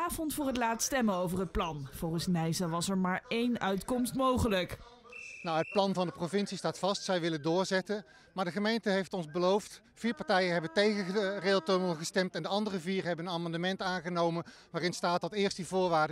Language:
Dutch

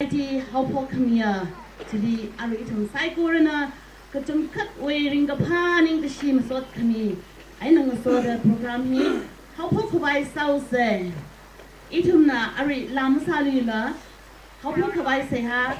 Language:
Tangkhul Naga (India)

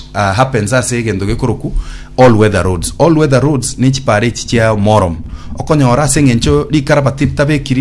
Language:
Gusii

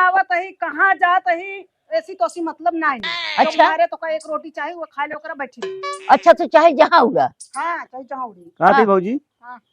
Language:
Awadhi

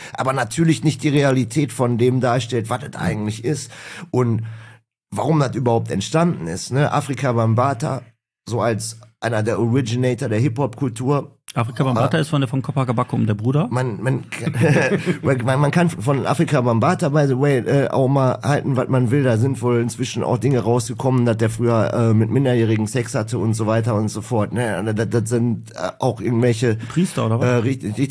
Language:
German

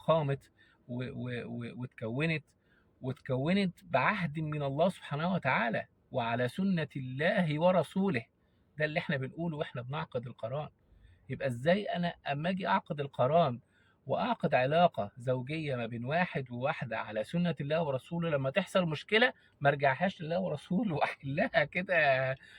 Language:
Egyptian Arabic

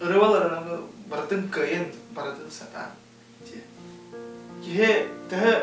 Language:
Yakut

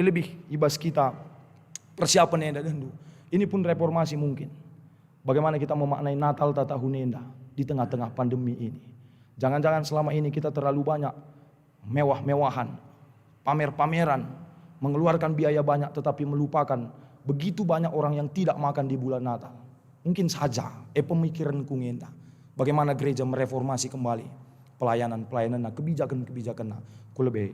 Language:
Batak Karo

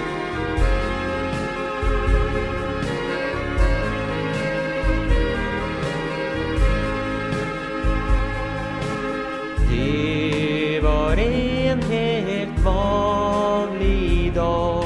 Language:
Swedish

